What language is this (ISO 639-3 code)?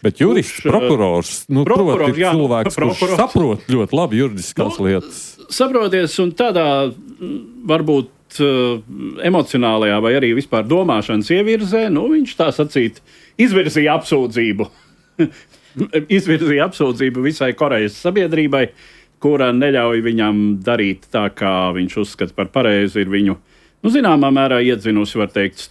lav